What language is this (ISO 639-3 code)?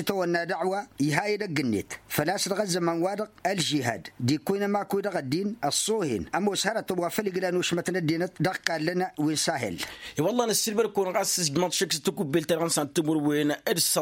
taq